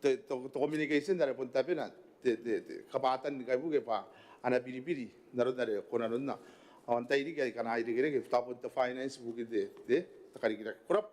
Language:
Gilbertese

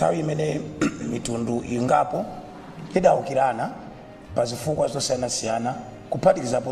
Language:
Nyanja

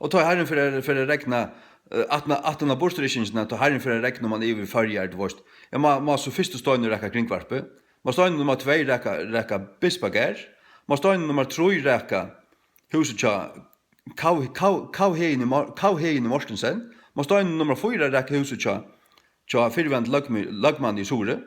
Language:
Faroese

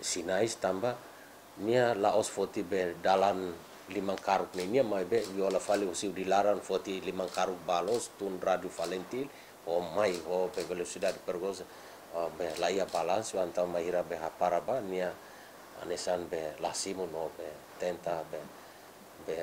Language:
Tetum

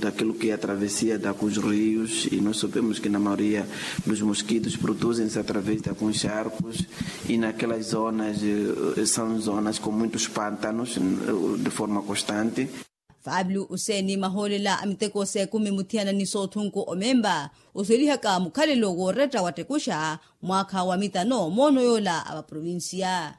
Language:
Makhuwa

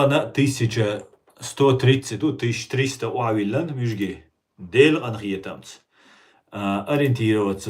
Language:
Chechen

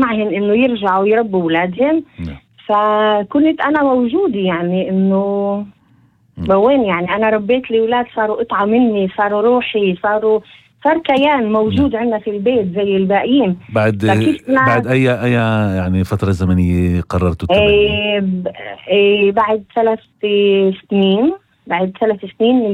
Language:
North Levantine Arabic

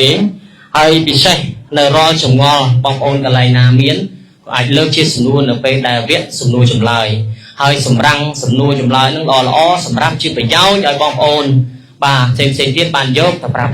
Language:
Khmer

